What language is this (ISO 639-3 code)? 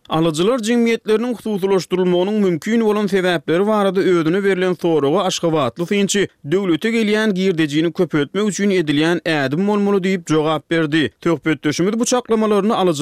tuk